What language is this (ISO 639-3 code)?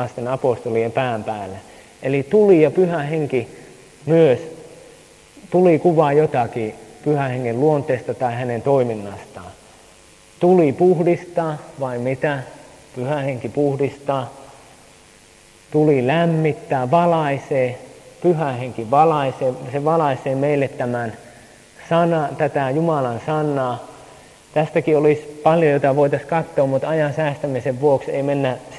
fin